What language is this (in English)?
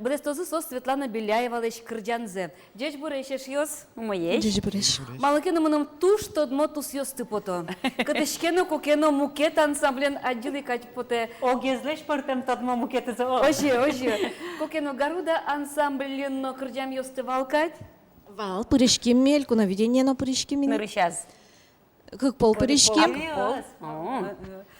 Udmurt